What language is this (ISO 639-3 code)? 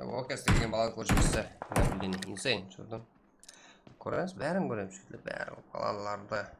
kaa